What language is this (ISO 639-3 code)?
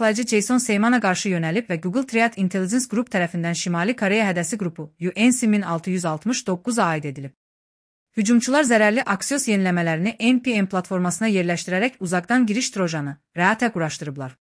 aze